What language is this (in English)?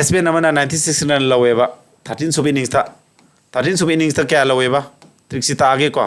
Manipuri